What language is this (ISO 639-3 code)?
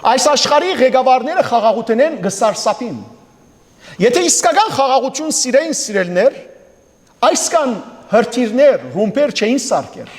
hyw